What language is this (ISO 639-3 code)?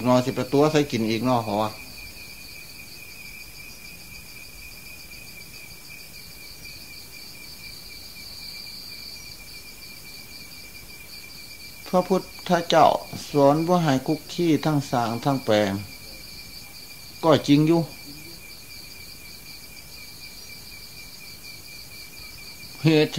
tha